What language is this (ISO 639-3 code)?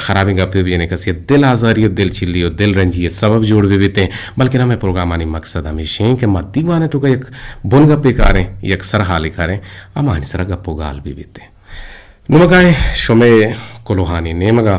bgp